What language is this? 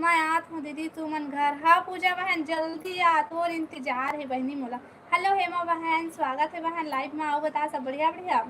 Chhattisgarhi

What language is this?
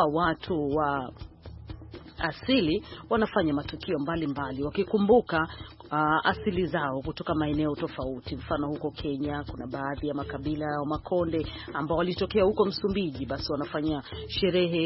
Swahili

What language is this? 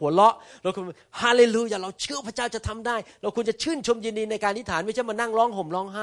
Thai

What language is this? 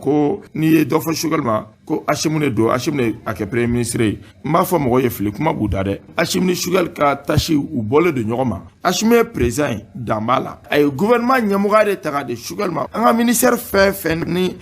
Bambara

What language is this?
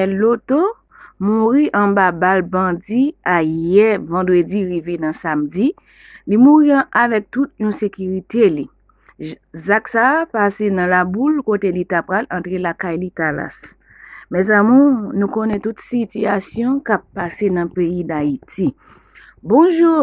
Haitian Creole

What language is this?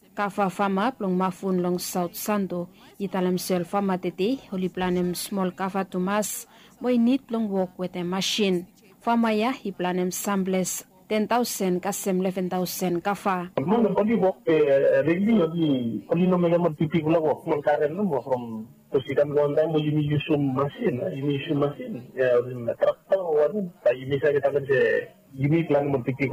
Bislama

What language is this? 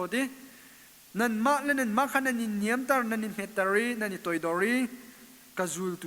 Hakha Chin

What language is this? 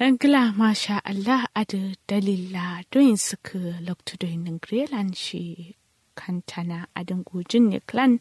Kanuri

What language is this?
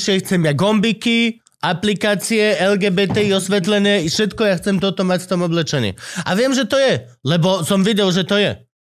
Slovak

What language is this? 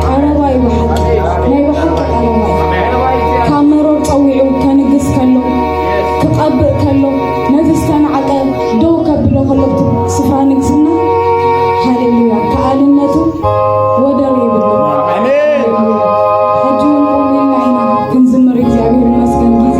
Tigrinya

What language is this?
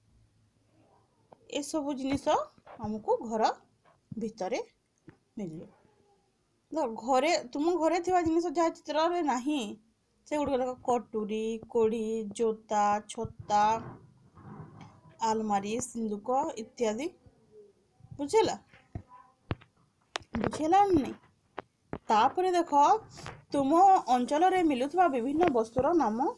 Odia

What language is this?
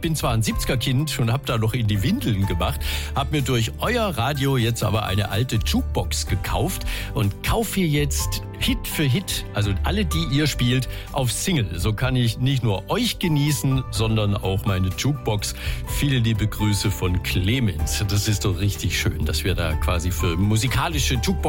German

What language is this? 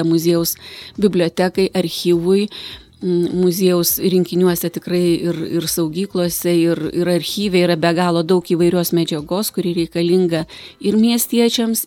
Lithuanian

